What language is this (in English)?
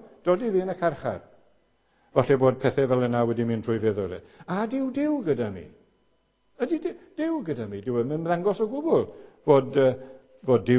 Welsh